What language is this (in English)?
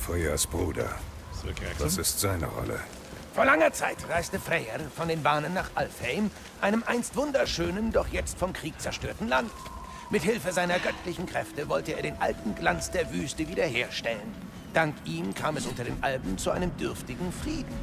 Bavarian